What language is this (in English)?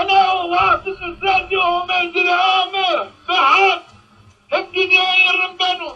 Zaza